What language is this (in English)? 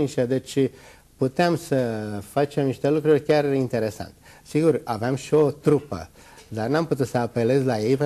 Romanian